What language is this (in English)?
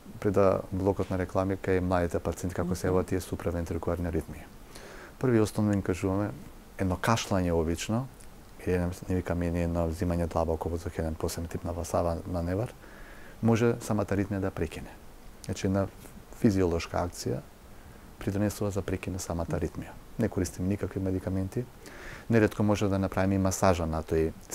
Macedonian